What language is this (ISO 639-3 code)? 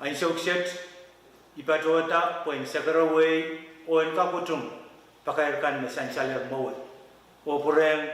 pon